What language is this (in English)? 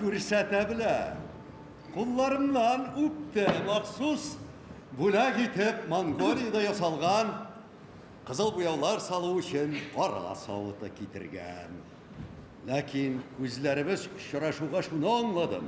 Tatar